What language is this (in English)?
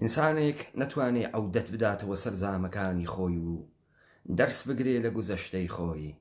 Central Kurdish